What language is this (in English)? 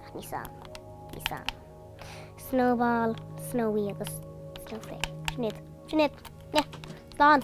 Irish